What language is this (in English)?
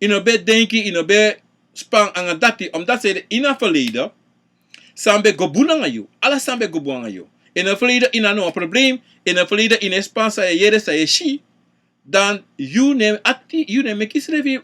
Sranan Tongo